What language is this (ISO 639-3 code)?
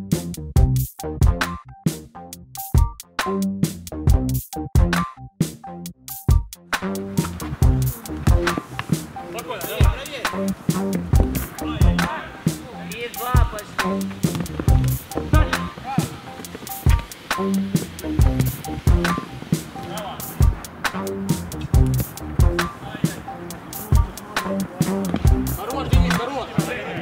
rus